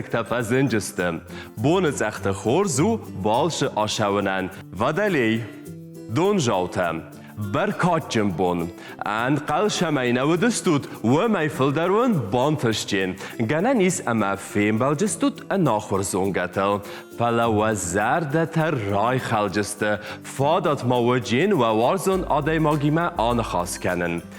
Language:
Ossetic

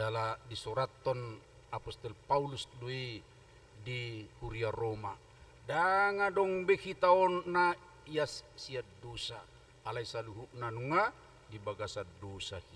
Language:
Batak Toba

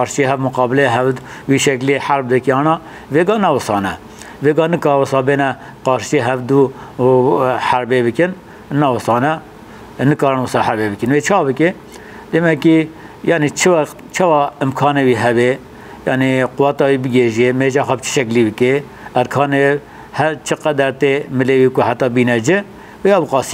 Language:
Kurdish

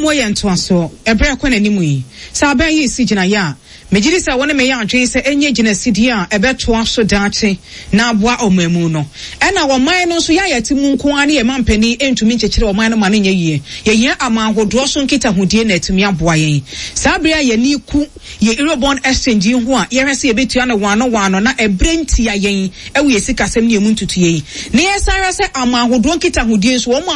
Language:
Akan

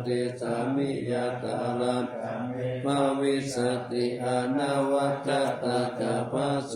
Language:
Pali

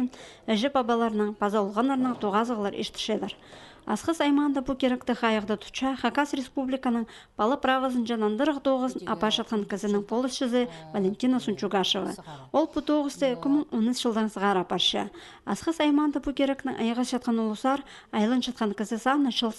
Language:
Khakas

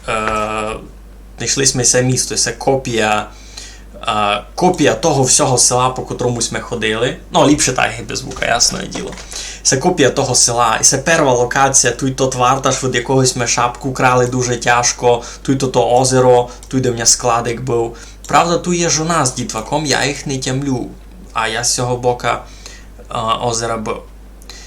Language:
Rusyn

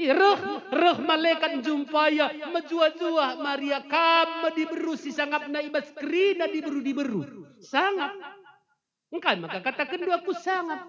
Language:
Batak Karo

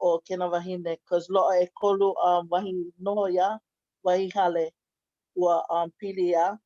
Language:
Hawaiian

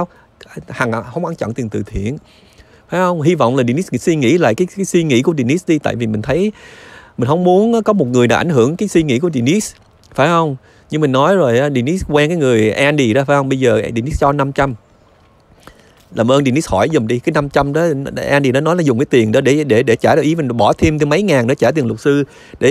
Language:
Vietnamese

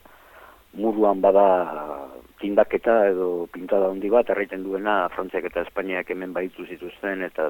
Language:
Basque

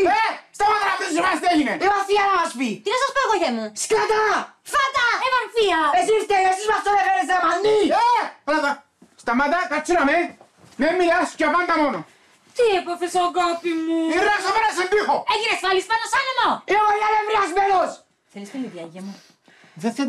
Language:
Greek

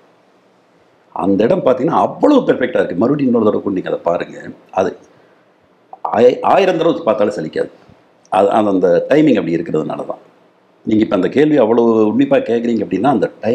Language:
Tamil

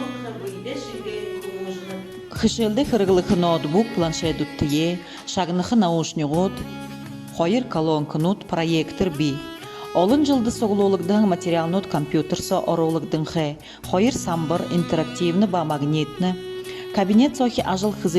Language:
Buriat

